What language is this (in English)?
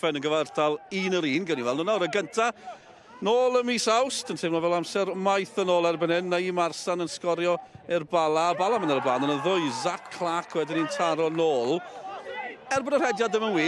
Welsh